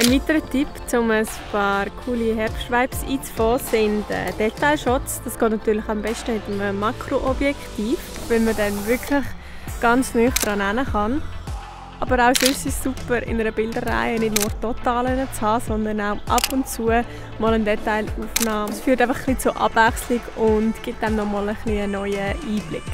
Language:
Swiss German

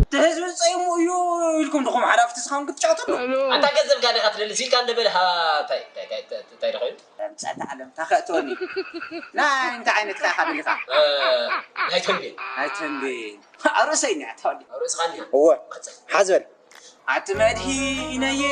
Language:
Tigrinya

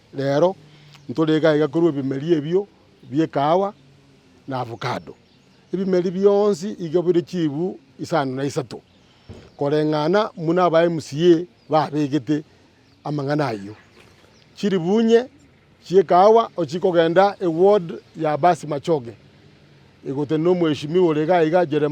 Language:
Gusii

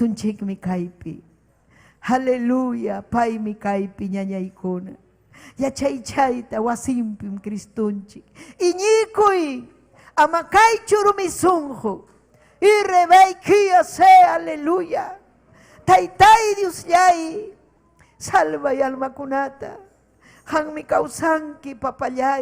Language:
Ayacucho Quechua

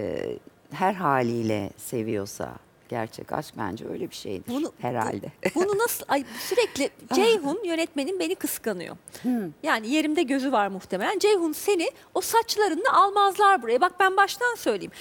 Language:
Turkish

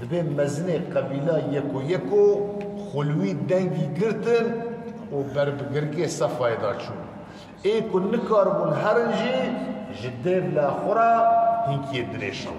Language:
Kurdish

